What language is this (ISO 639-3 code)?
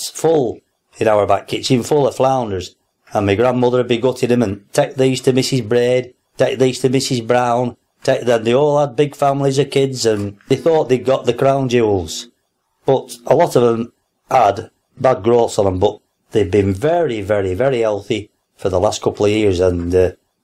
eng